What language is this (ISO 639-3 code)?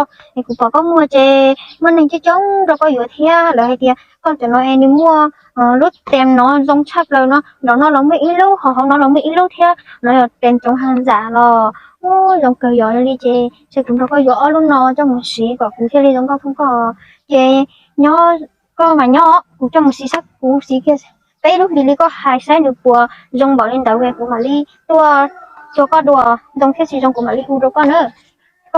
hmn